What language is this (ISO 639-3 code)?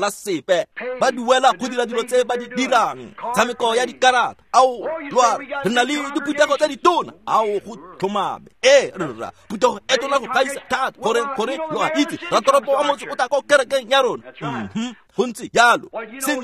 tsn